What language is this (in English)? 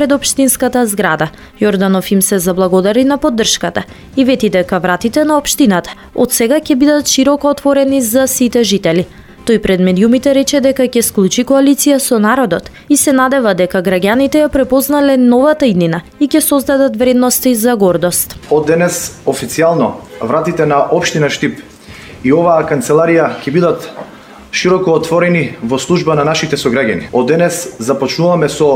Macedonian